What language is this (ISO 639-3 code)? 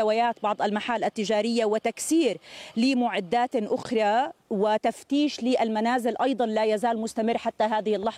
ara